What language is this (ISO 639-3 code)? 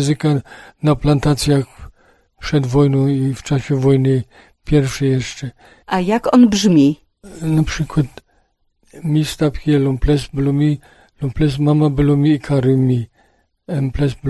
pol